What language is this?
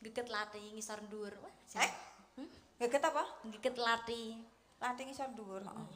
Javanese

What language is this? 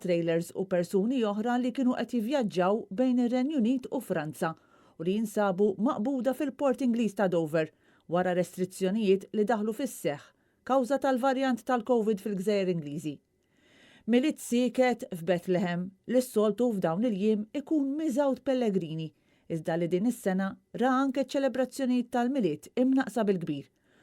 Maltese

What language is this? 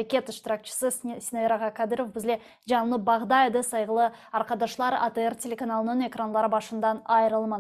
Crimean Tatar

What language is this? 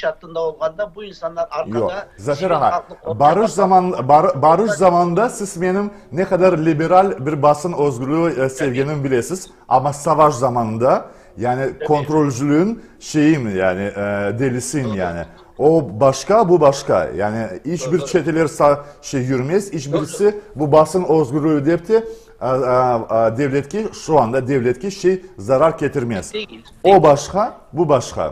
Crimean Tatar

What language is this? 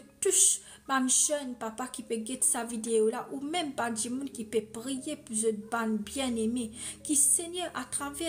Morisyen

